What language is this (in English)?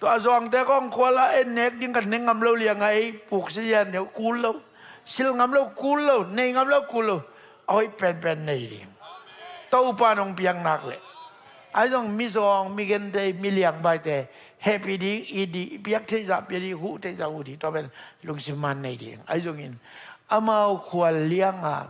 Tedim Chin